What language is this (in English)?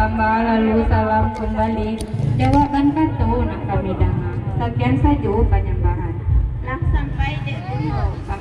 Minangkabau